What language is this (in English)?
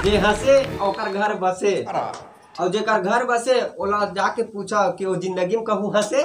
Chhattisgarhi